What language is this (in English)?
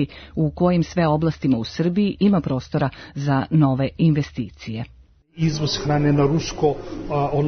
Serbian